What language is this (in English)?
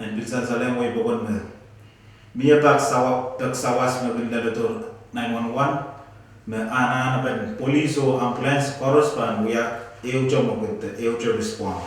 Pohnpeian